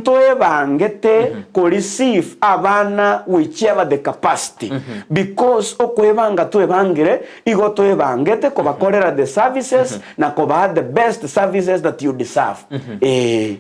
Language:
Gusii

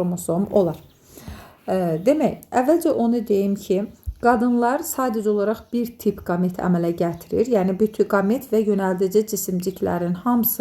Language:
Azerbaijani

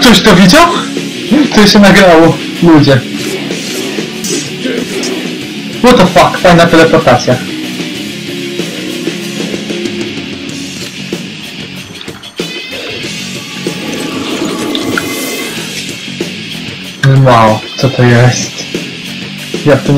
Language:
Polish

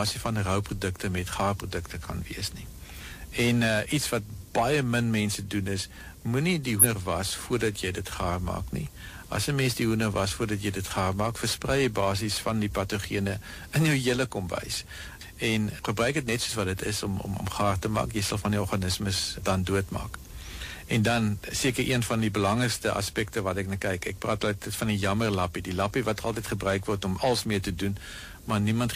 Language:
Afrikaans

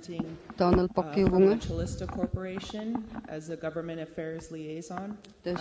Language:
Kalaallisut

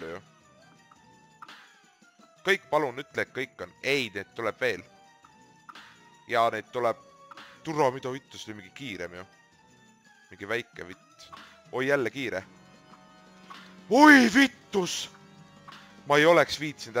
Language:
Estonian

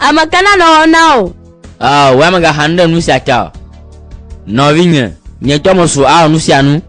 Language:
Gen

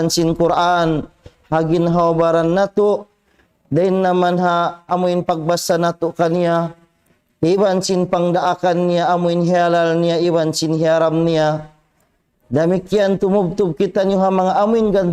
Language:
Tausug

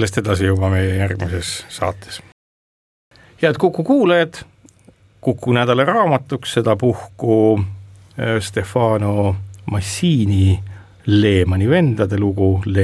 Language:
Estonian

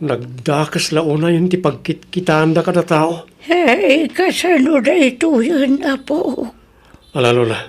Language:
Iloko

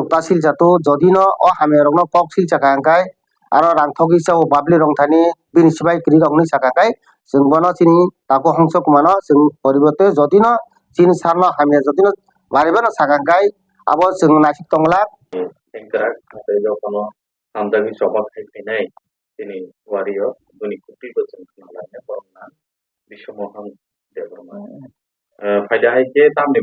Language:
Kok Borok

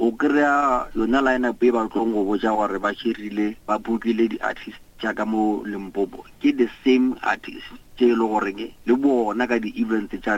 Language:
Northern Sotho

